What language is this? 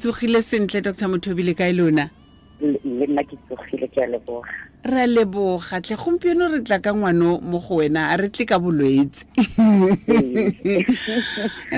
Tswana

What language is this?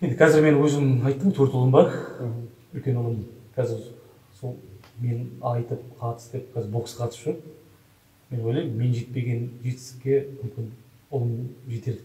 Kazakh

